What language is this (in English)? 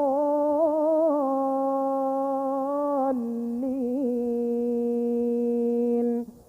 Divehi